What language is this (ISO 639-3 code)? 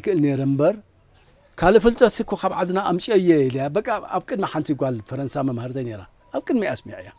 tir